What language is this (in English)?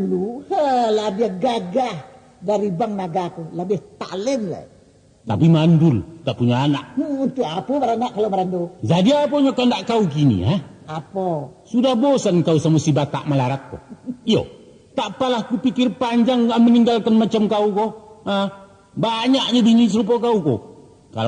Minangkabau